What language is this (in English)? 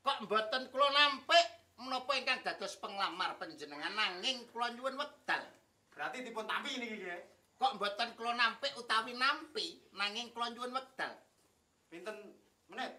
Javanese